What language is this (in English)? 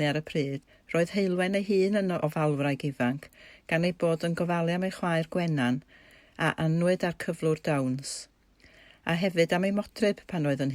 Welsh